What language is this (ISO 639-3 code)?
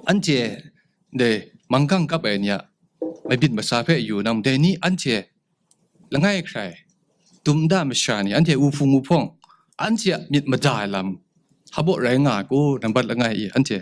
kac